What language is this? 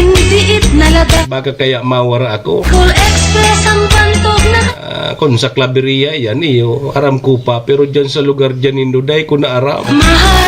Bikol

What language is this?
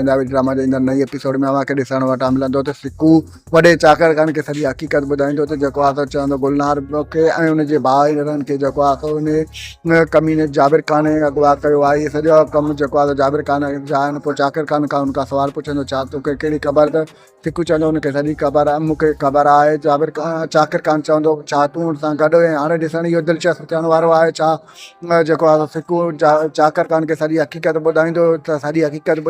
Sindhi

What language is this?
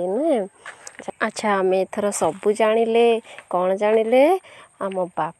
Odia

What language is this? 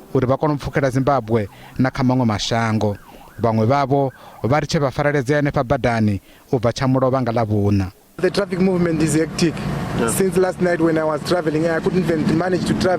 Venda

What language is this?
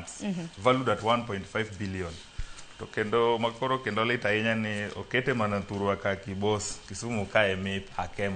Luo (Kenya and Tanzania)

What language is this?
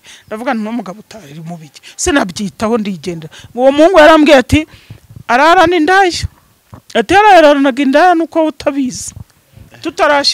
Kinyarwanda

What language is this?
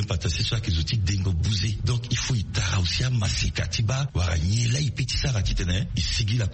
Sango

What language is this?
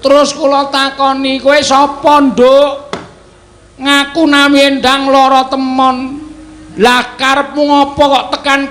Javanese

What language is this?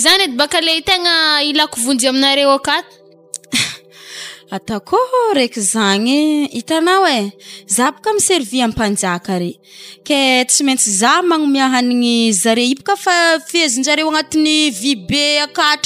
Malagasy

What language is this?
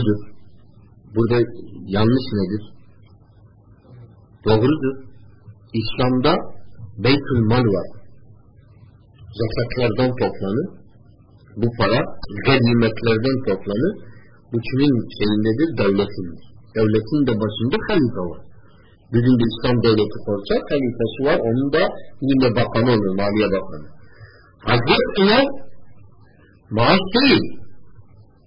Turkish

